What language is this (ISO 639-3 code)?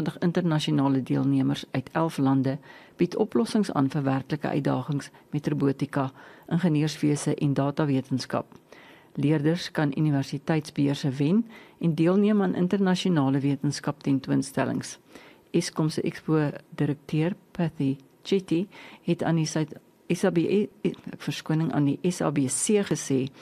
afr